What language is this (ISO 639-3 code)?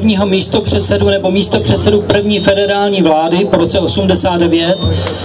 ces